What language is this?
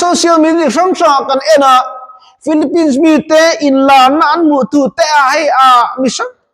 Mizo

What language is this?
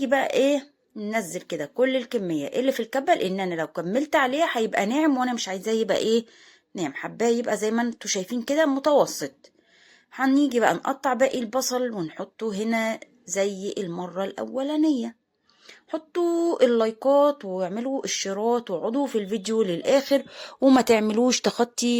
Egyptian Arabic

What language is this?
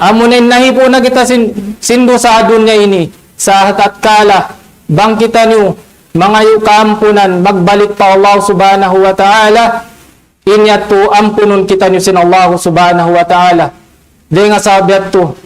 Tausug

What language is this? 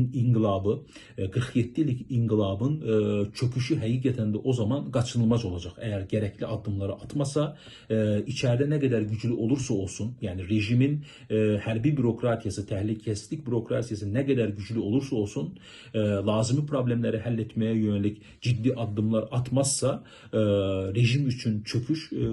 Azerbaijani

